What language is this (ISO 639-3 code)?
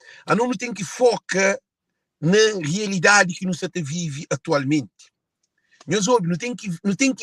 kea